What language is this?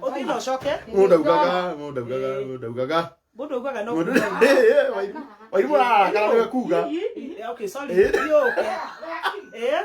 Kikuyu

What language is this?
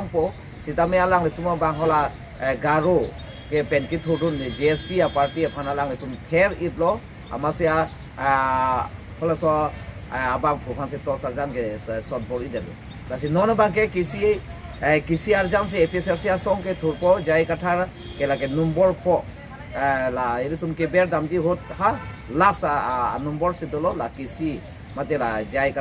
Karbi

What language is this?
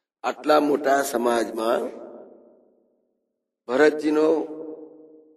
Gujarati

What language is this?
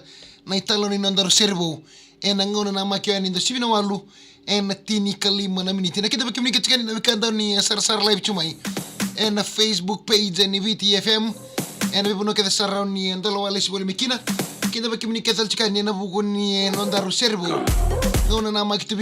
Fijian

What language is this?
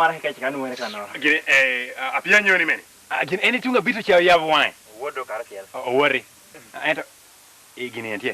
Lango (Uganda)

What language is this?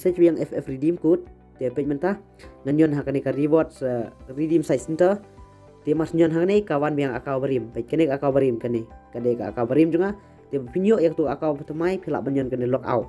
Khasi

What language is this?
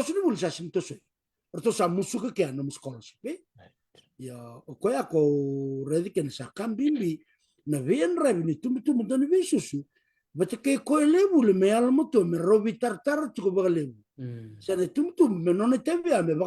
Fijian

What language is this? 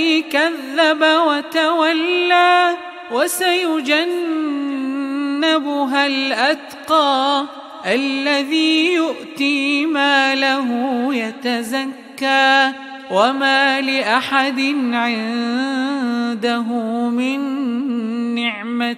Arabic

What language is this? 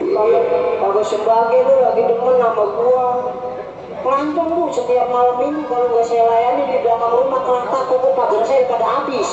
Betawi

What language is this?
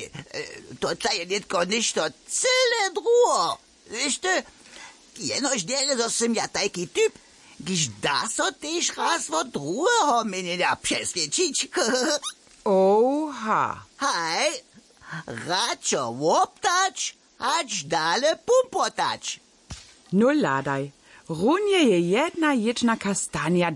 Upper Sorbian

